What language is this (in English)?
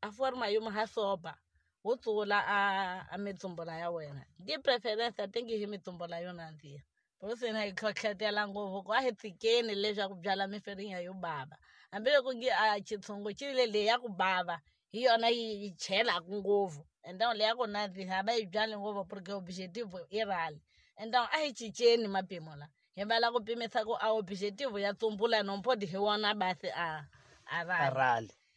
Tsonga